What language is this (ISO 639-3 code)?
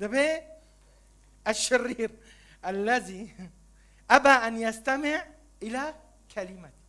kur